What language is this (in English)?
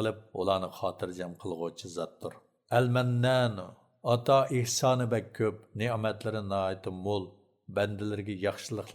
Uyghur